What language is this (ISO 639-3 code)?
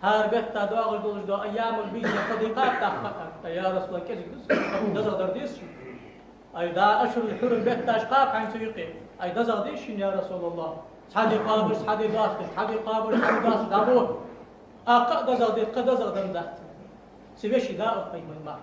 inh